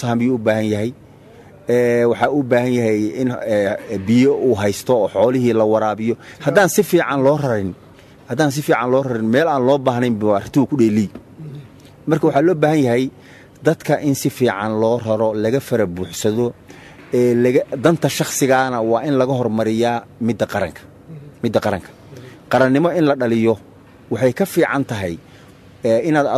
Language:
Somali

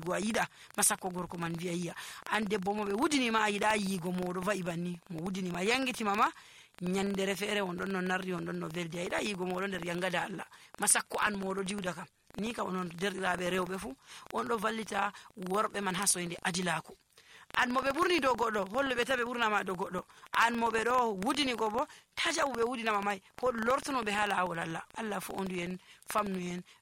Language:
Nigerian Fulfulde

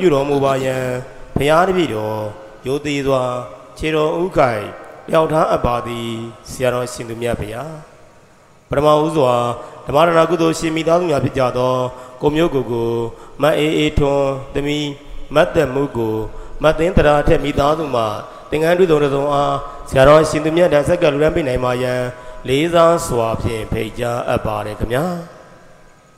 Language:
Burmese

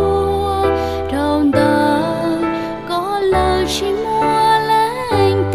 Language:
Hmong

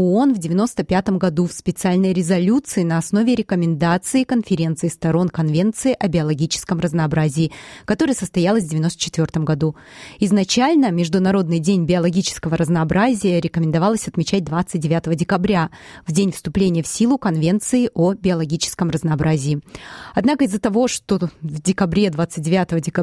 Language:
Russian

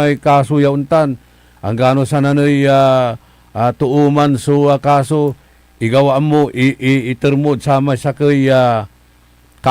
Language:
Pangasinan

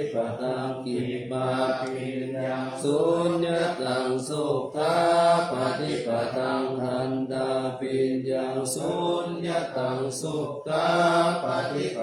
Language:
Pali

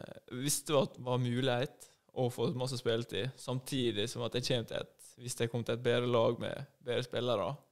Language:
Norwegian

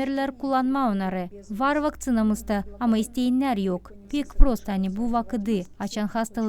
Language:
Gagauz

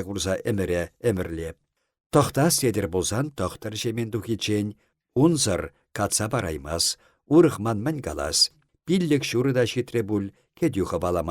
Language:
Chuvash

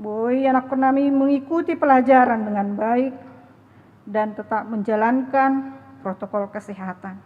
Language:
Batak Toba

